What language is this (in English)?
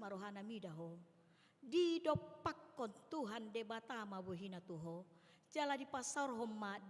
Batak Toba